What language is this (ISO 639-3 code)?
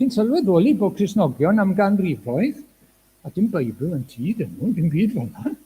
cym